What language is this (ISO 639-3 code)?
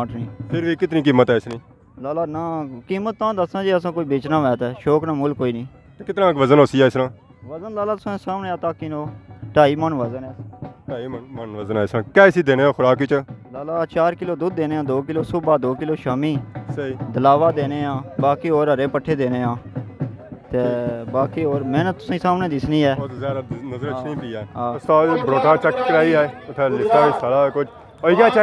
phr